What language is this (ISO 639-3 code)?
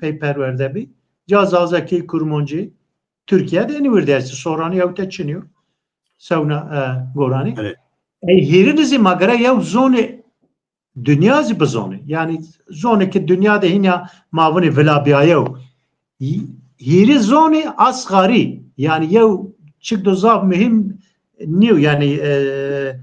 zza